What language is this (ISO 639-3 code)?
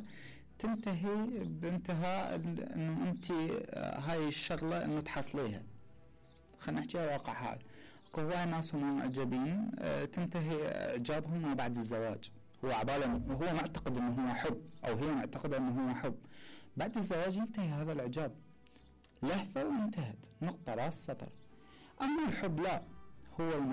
acm